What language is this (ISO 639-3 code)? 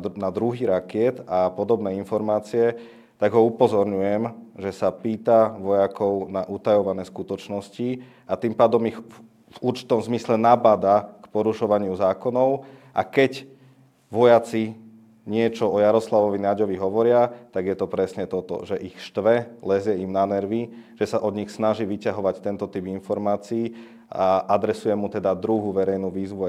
slk